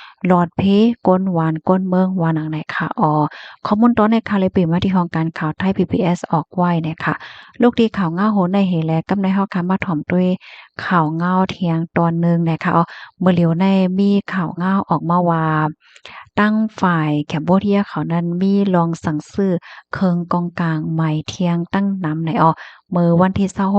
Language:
Shan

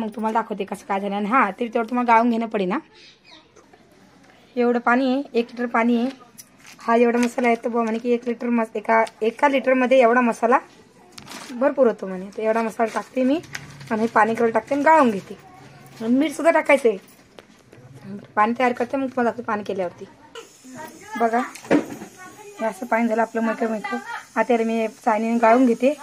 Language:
Marathi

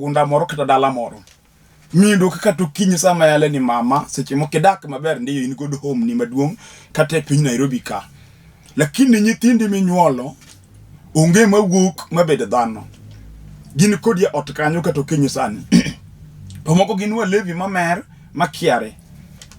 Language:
Luo (Kenya and Tanzania)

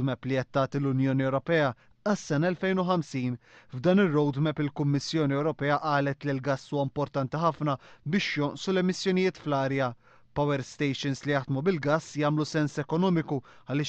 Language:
Maltese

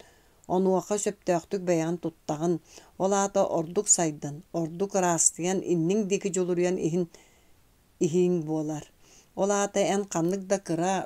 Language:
Yakut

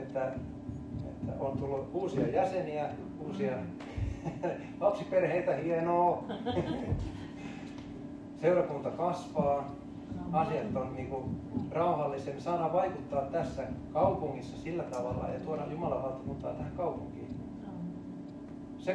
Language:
Finnish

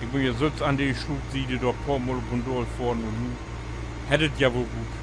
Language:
Low German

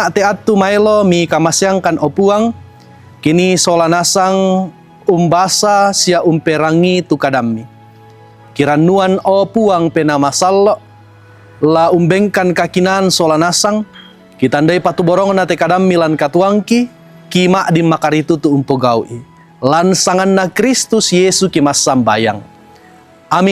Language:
Toraja-Sa'dan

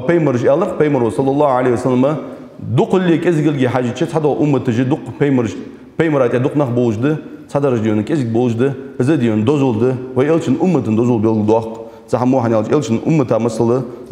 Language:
Ingush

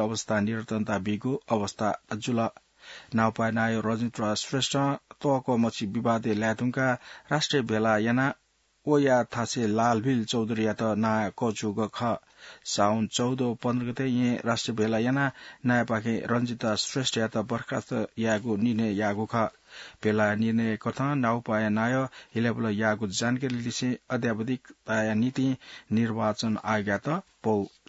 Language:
Newari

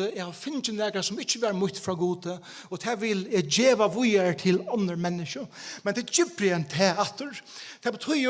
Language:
Faroese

